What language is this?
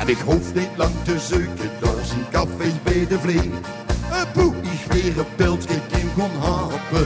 Limburgish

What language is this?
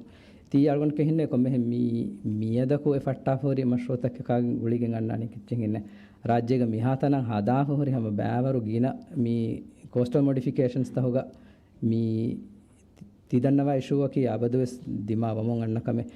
Divehi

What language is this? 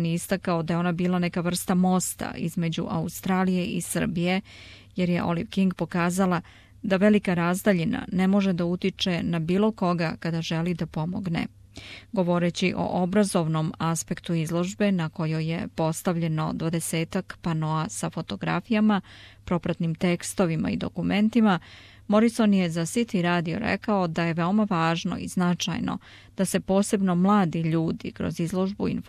Serbian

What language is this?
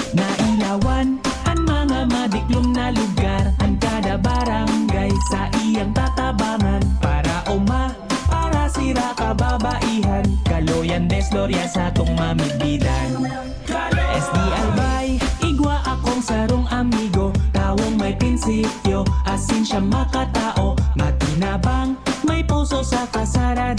Bikol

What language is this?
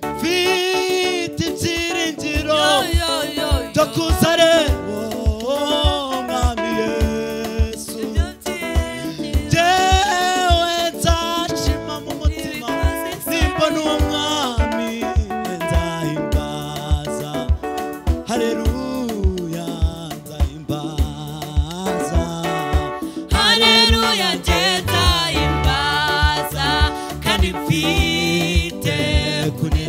Kinyarwanda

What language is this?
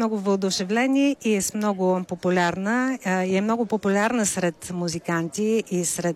Bulgarian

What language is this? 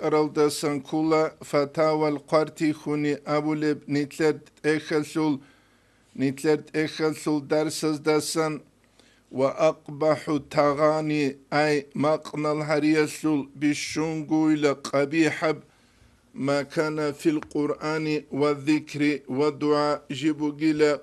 Avaric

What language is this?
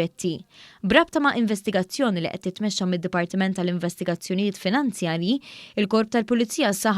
Maltese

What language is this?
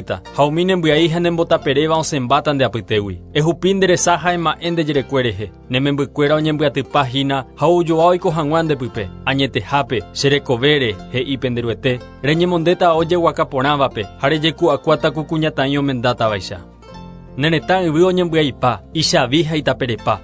Guarani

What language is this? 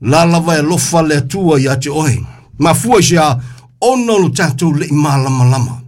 Samoan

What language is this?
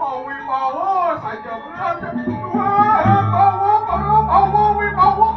Balinese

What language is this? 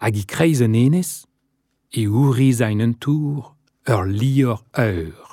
Breton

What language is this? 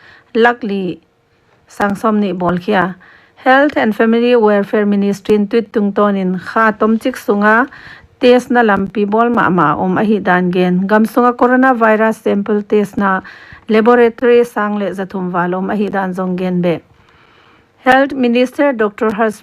Paite Chin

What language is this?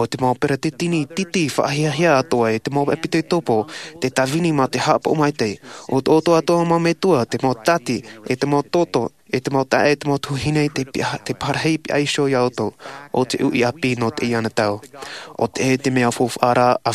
Tahitian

